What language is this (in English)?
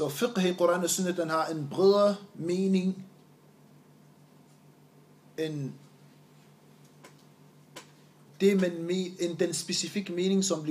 Danish